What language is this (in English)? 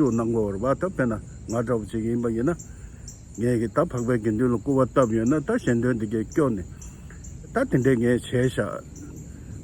Tibetan